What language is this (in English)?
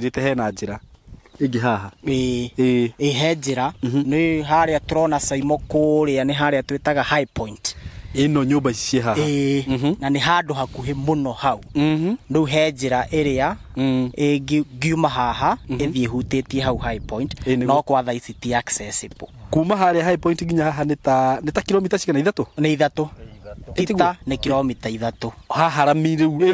Kikuyu